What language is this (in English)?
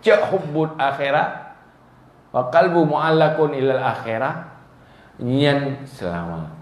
Achinese